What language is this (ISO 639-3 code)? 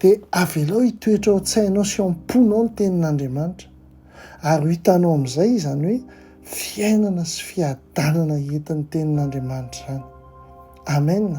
mlg